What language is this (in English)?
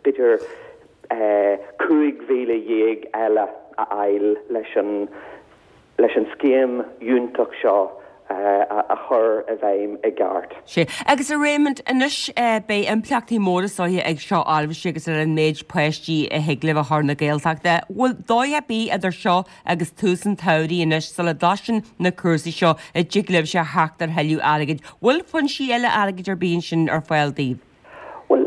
Irish